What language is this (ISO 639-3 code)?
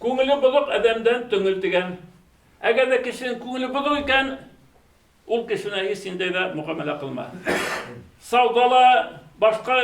bak